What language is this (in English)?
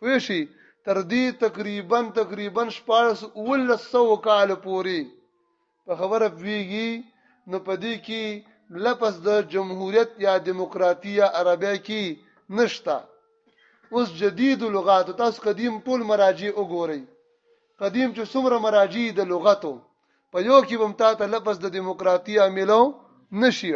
Pashto